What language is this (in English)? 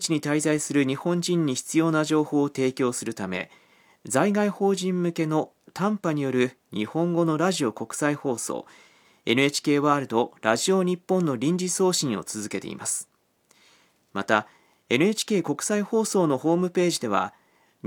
Japanese